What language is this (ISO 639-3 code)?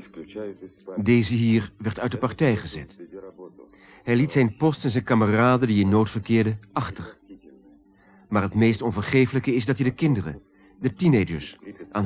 nld